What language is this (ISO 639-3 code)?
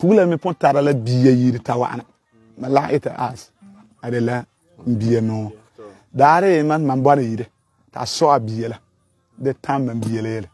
gur